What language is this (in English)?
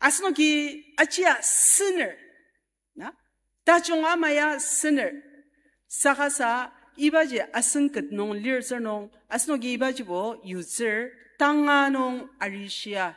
Ao Naga